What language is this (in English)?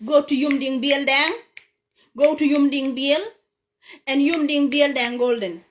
Nuer